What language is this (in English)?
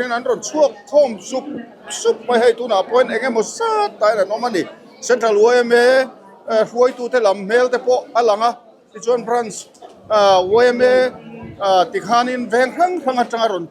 Mizo